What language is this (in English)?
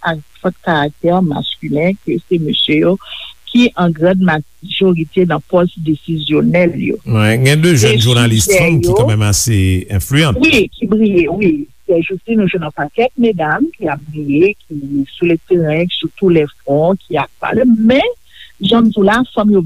Haitian Creole